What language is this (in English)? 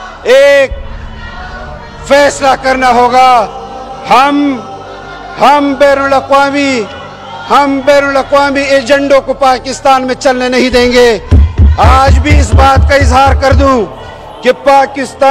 Urdu